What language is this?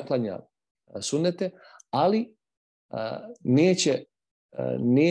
Bosnian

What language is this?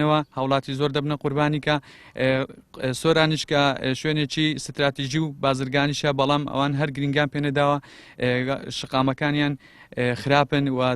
Central Kurdish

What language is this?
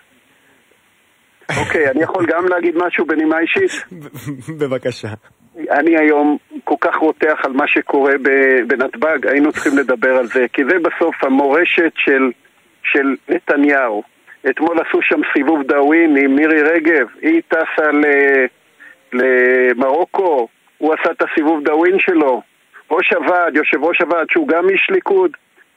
Hebrew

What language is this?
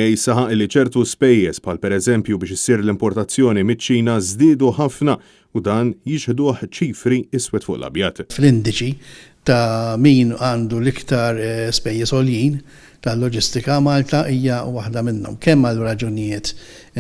Maltese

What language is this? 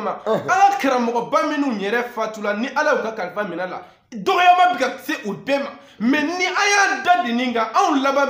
Bambara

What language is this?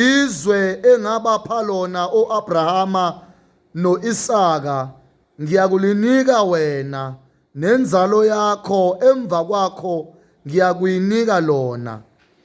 Zulu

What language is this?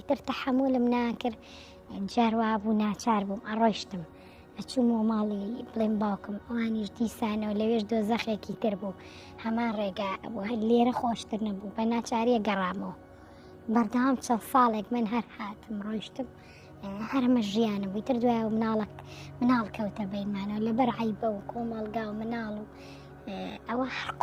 Central Kurdish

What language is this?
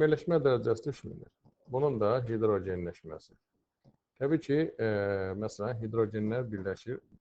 Azerbaijani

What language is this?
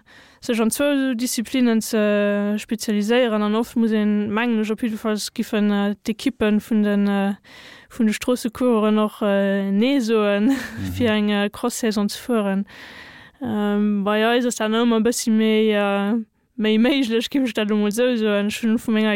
Luxembourgish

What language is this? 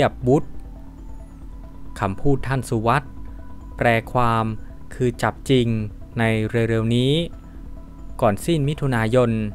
Thai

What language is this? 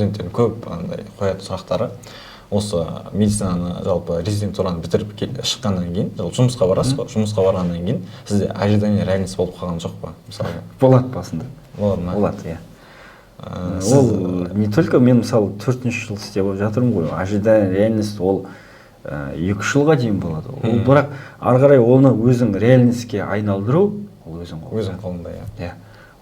Kazakh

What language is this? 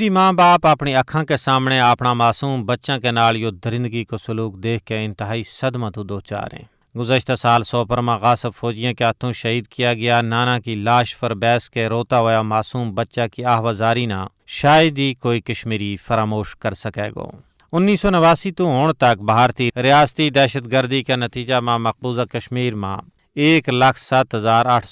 Gujari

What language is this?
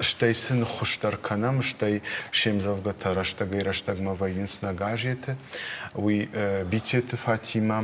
Ossetic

